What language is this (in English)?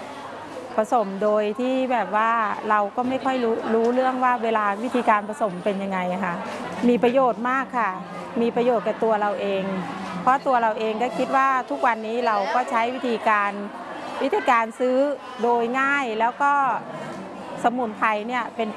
Thai